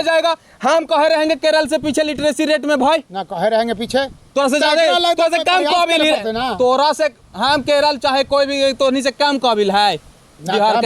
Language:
Magahi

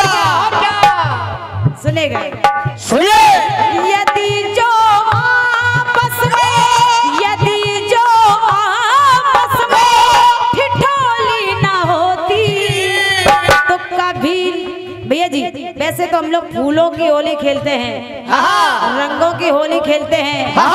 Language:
Hindi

